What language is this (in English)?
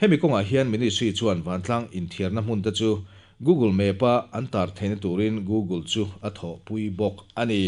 Mizo